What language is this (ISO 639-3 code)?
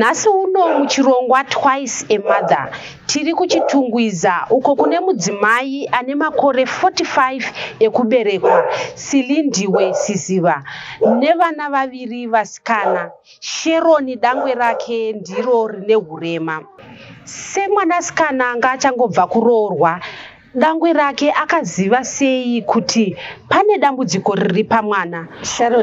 sna